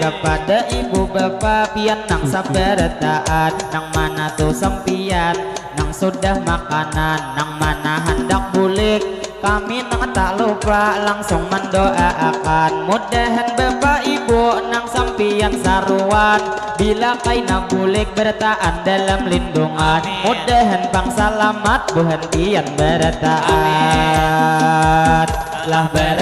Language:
Banjar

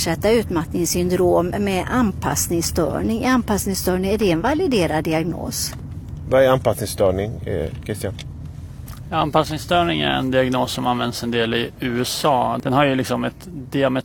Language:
Swedish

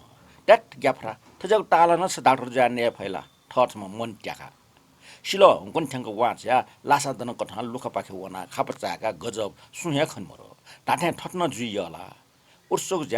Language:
Newari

